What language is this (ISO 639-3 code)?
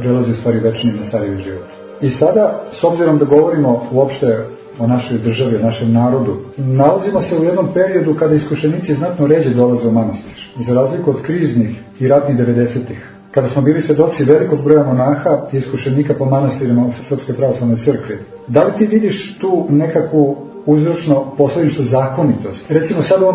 srp